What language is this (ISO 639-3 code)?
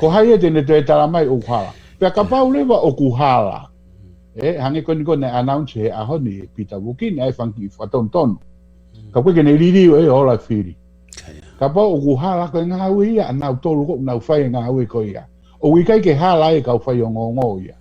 ton